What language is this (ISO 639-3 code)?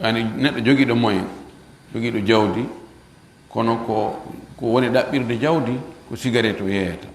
ful